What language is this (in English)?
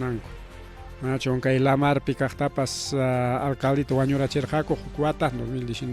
Ayacucho Quechua